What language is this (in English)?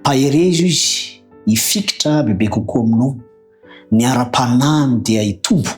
Malagasy